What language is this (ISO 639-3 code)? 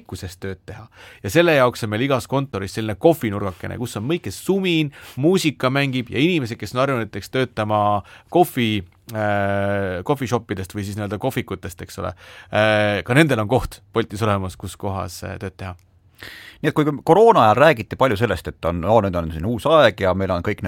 est